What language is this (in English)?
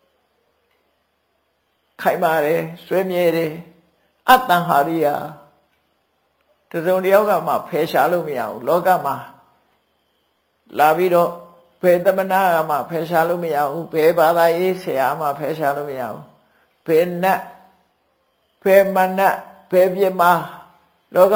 Burmese